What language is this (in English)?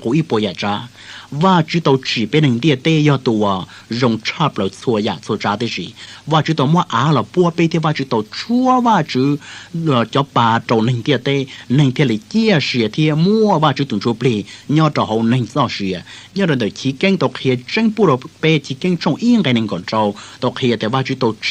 Hmong